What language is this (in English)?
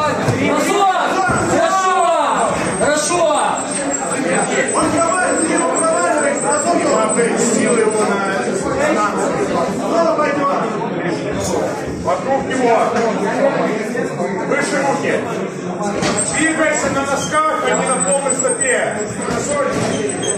Russian